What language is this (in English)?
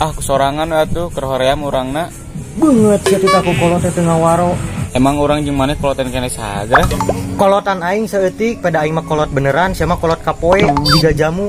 Sundanese